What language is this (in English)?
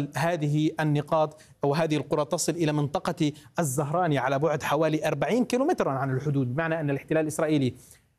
Arabic